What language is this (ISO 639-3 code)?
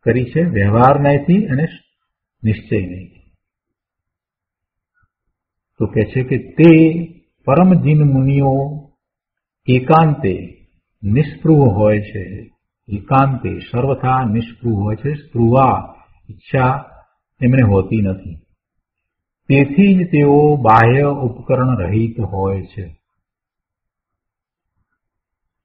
guj